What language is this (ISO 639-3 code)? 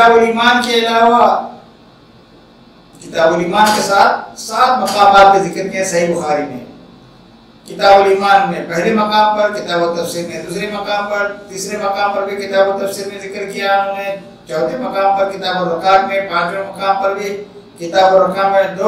urd